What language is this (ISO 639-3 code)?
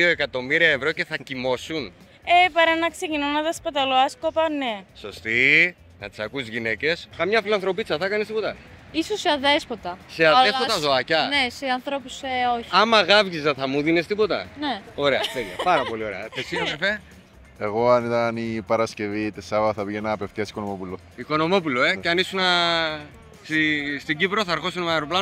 ell